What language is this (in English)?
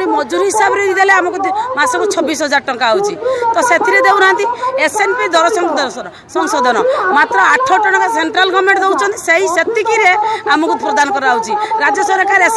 Odia